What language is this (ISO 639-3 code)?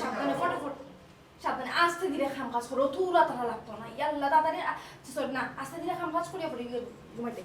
syl